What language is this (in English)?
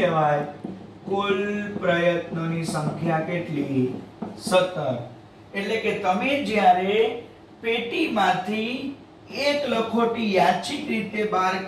Gujarati